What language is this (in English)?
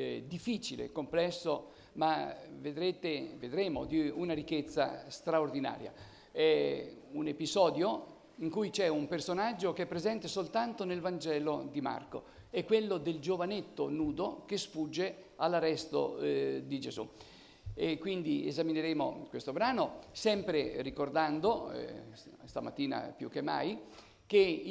Italian